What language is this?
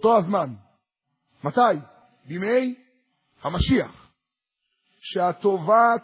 Hebrew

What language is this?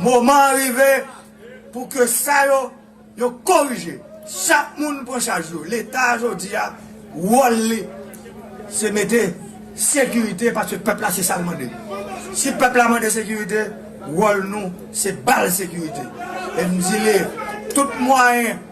Haitian Creole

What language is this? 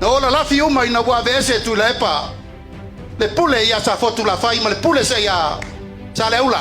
Samoan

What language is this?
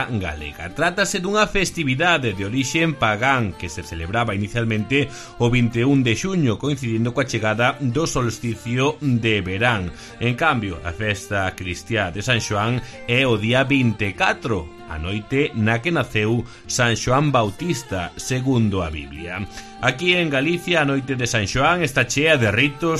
Galician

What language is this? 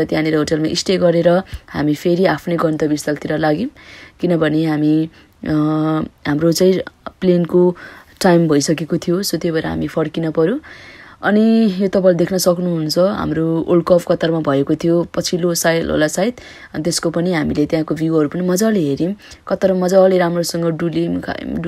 Nepali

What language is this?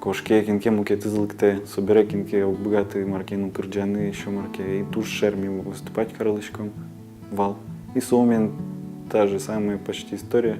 Udmurt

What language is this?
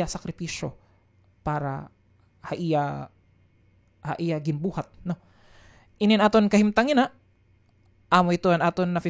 Waray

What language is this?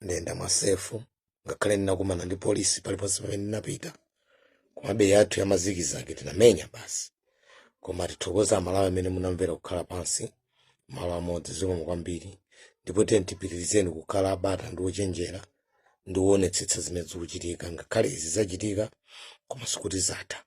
Nyanja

